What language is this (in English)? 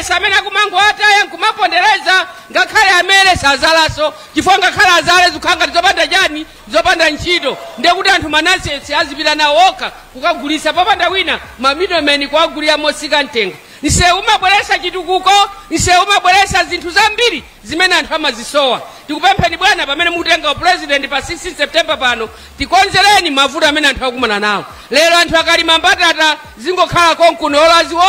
Nyanja